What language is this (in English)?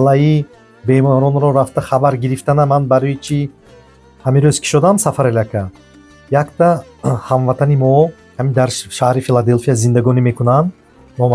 Tajik